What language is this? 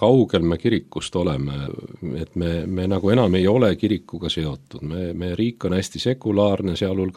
Estonian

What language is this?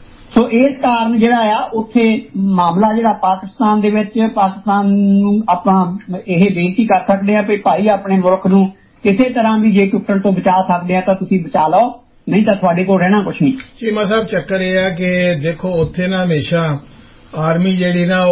Punjabi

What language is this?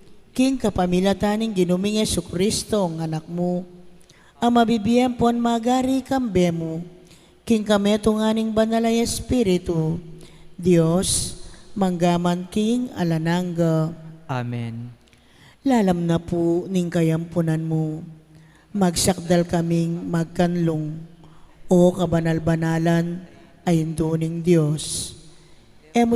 Pampanga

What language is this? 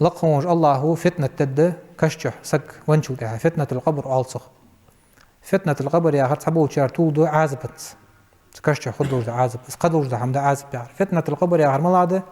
Ingush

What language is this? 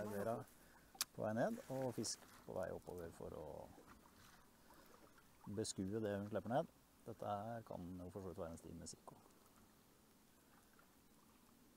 Norwegian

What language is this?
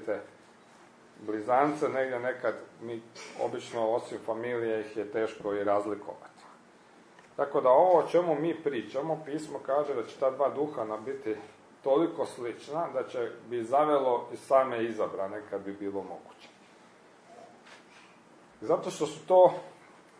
Croatian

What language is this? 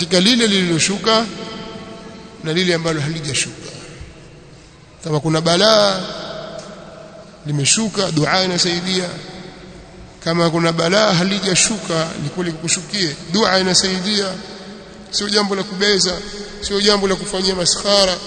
Swahili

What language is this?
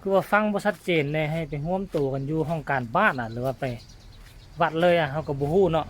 Northeastern Thai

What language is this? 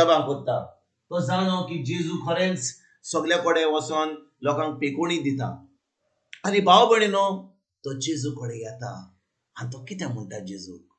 Konkani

